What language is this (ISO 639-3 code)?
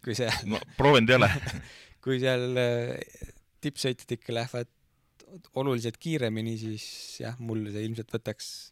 est